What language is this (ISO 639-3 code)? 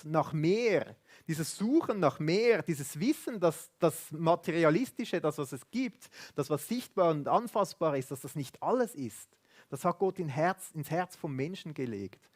gsw